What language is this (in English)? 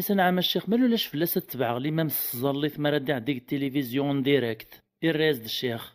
Kabyle